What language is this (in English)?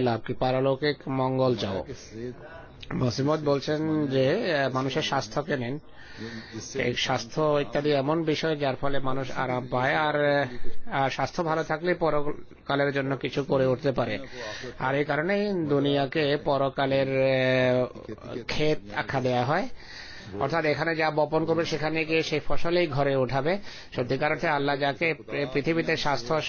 Bangla